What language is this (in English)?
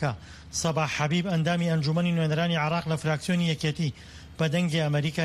Central Kurdish